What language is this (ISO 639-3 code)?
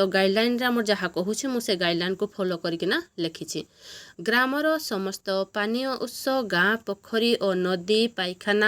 ori